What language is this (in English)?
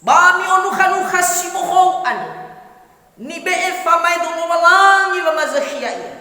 Nias